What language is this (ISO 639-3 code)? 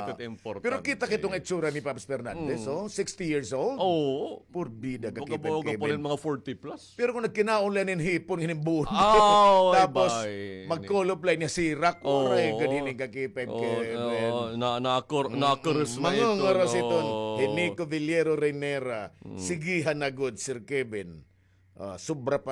war